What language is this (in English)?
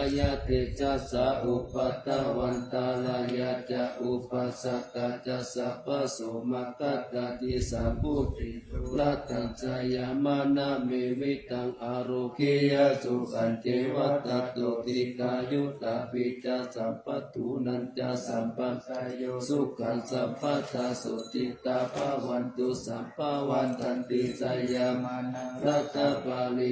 Pali